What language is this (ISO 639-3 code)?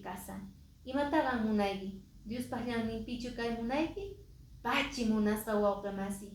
que